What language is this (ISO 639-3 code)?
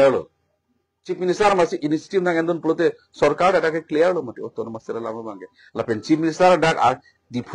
mjw